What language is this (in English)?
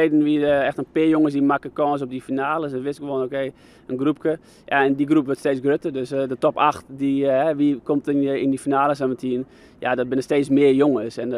Western Frisian